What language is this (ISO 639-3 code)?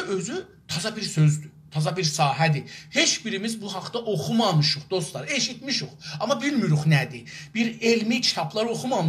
azb